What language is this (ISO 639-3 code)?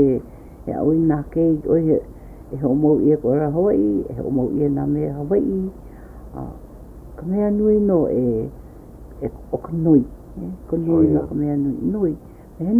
haw